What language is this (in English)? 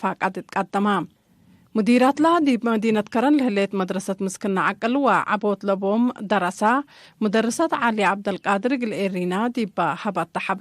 Tigre